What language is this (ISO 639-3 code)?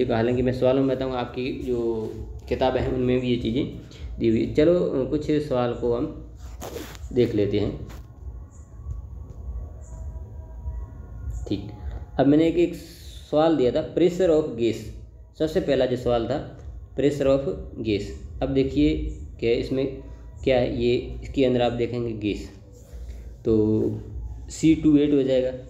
hin